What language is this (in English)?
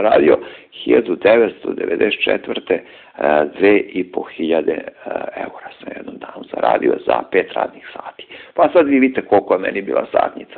Serbian